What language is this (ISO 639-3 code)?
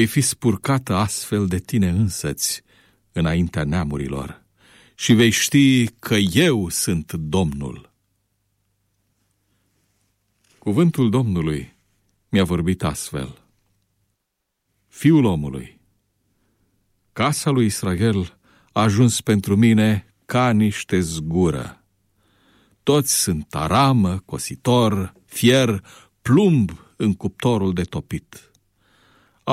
ron